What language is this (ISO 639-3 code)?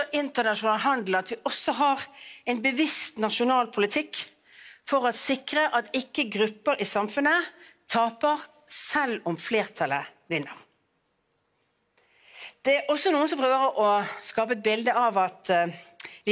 nor